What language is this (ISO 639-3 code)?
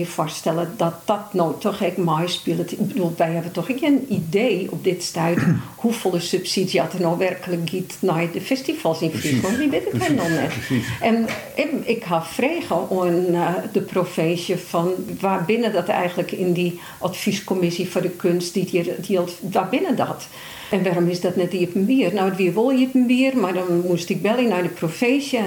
fry